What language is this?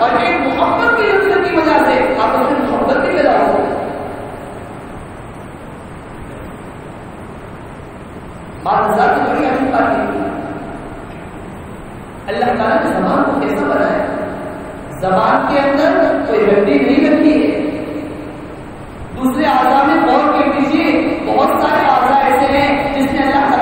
Urdu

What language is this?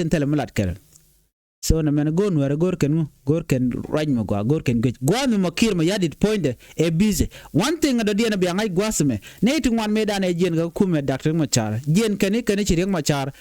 Nuer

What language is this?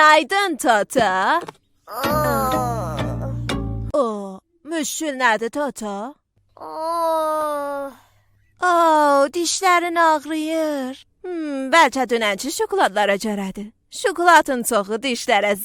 South Azerbaijani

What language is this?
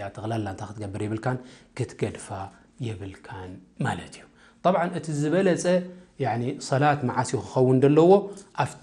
Tigrinya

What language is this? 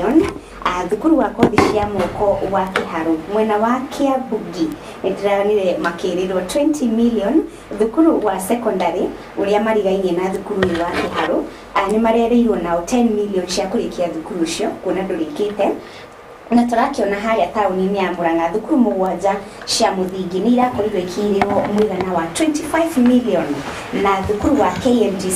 Kikuyu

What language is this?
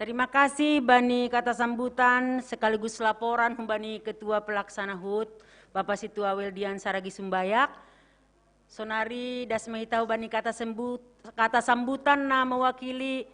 Batak Simalungun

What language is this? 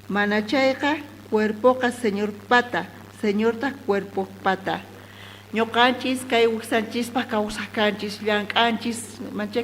South Bolivian Quechua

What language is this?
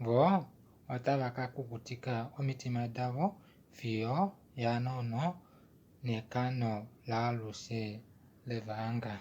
Kuanyama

